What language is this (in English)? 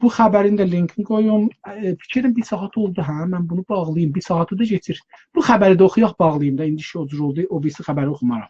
South Azerbaijani